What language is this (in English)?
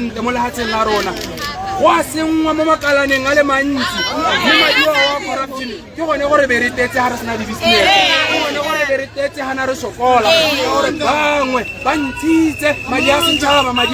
Tswana